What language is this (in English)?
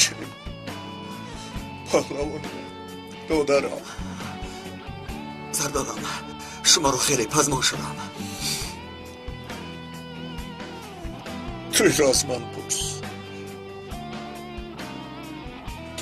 Tajik